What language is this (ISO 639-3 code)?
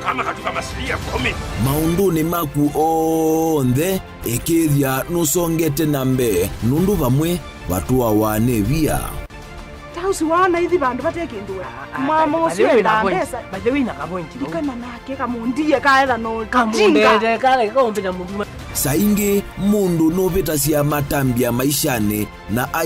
kam